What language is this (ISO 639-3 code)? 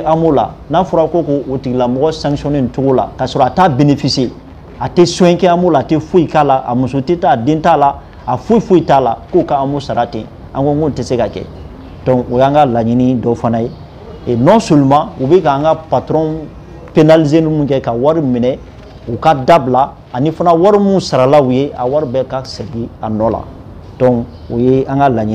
bam